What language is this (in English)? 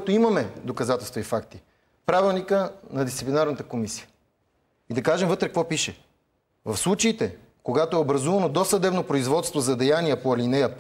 Bulgarian